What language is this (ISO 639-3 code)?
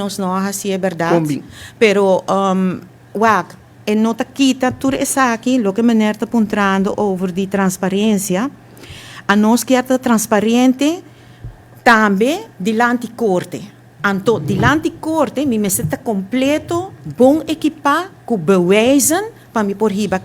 pap